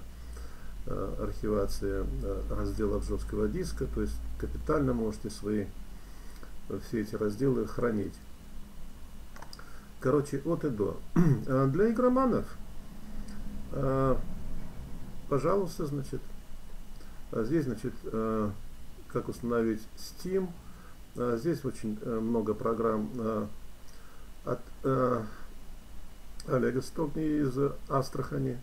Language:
Russian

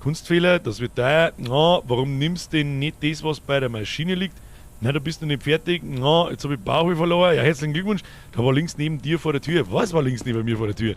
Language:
Bavarian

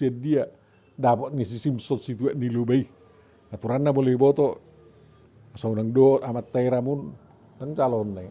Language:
Batak Toba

